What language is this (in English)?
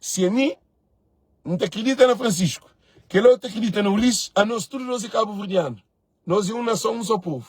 Kabuverdianu